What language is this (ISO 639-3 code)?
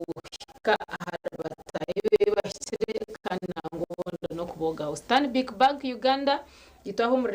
nyn